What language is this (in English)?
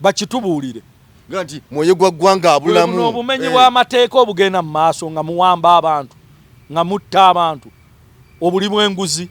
Ganda